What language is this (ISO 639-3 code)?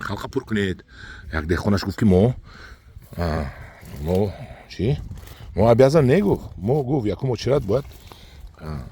tgk